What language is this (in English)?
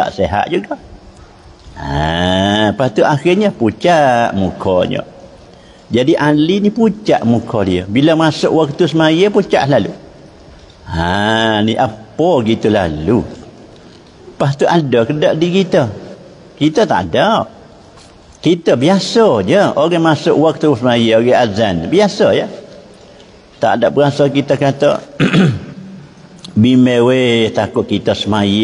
Malay